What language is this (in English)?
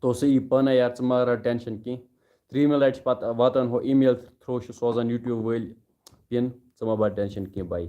Kashmiri